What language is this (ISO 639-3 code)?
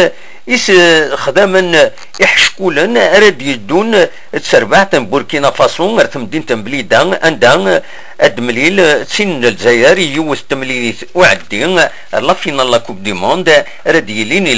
kab